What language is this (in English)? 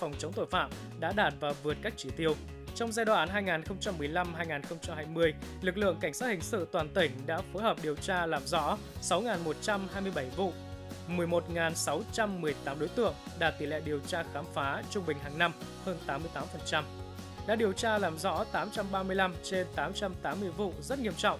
Vietnamese